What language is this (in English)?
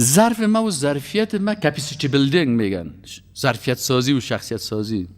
Persian